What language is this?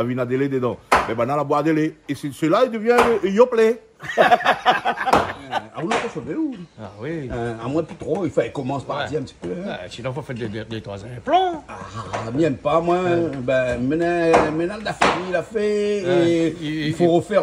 Réunion Creole French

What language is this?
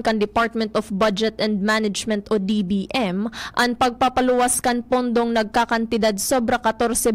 Bikol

